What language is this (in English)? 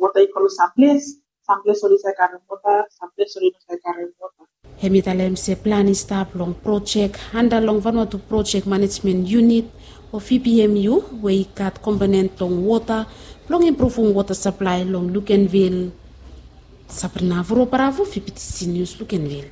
Bislama